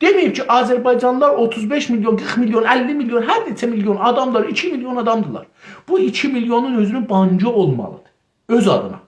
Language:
South Azerbaijani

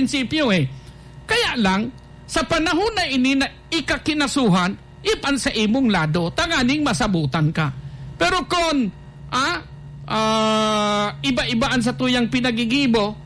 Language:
Bikol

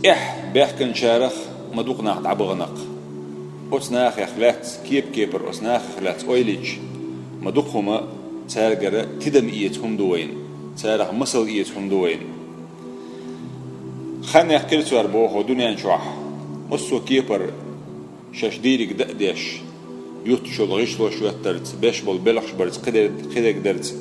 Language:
Chechen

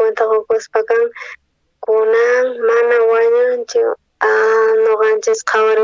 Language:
South Bolivian Quechua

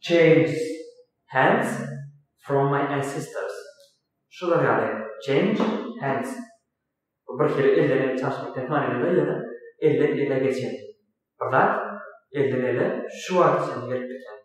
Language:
Turkmen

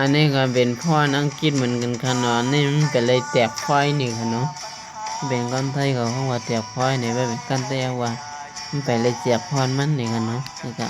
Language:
Shan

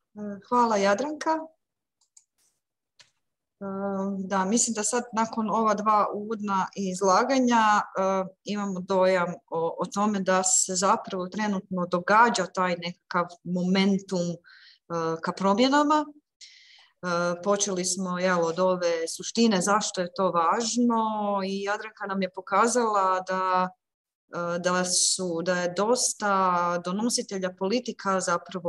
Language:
Croatian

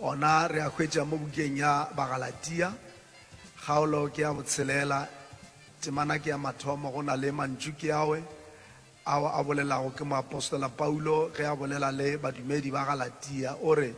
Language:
Northern Sotho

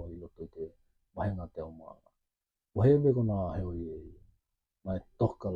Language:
Tokelau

